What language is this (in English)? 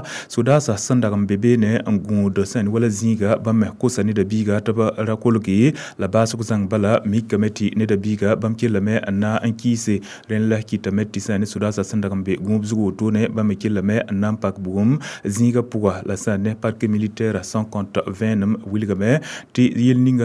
Mossi